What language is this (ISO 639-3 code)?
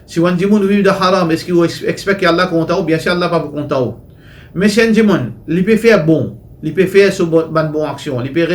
mfe